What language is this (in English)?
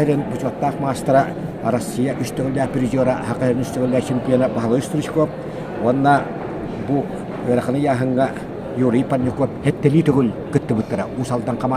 Yakut